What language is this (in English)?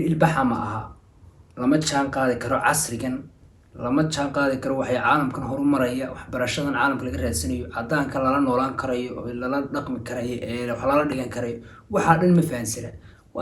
Somali